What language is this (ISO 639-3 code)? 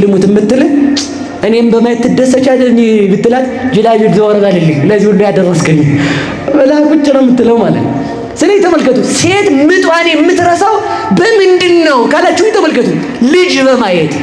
amh